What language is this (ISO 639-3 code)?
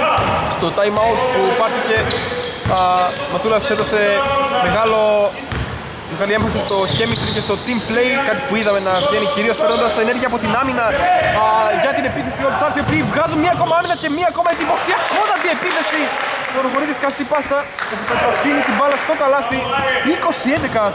ell